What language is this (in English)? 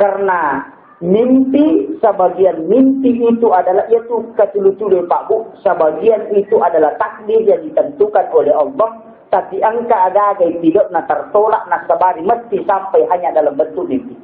Buginese